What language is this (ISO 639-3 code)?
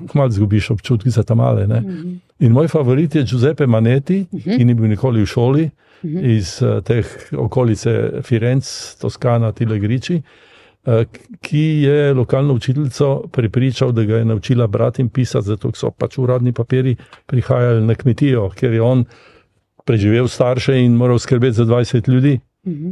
slv